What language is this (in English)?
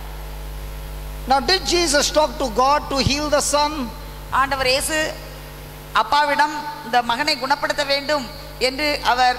Tamil